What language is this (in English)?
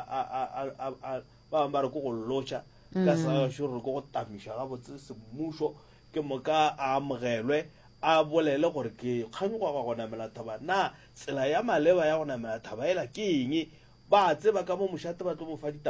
Northern Sotho